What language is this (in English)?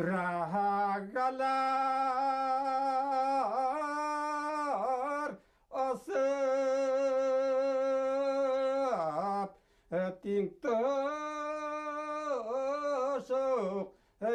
Bashkir